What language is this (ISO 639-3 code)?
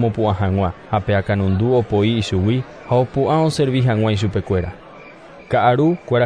grn